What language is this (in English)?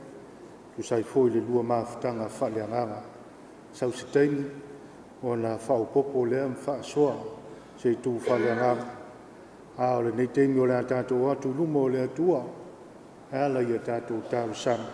Samoan